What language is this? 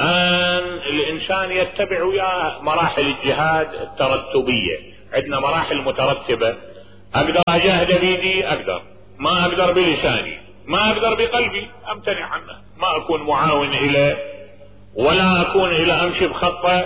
Mesopotamian Arabic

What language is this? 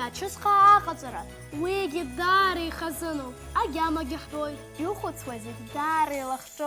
Abkhazian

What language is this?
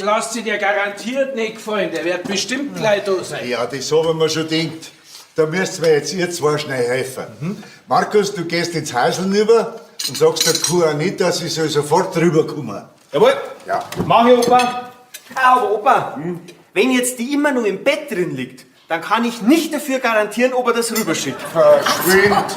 Bavarian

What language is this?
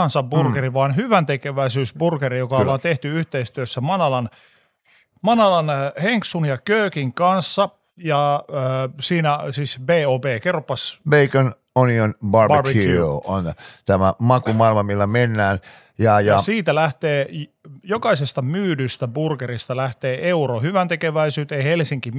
Finnish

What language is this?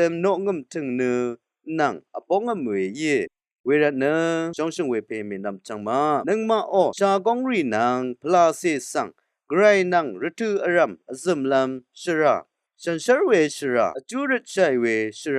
Rawang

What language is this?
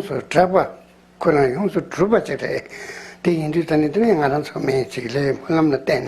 Tibetan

